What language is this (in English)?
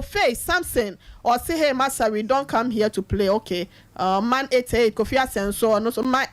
Akan